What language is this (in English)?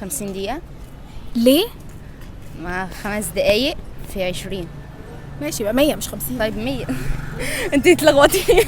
Egyptian Arabic